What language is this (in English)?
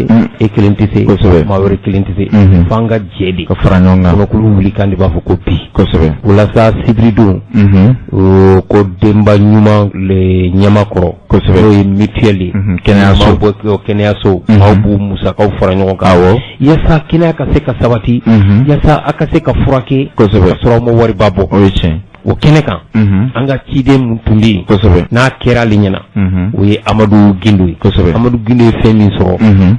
Bambara